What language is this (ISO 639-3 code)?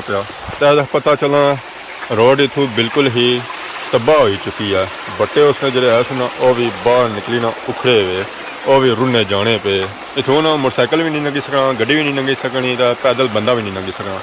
phr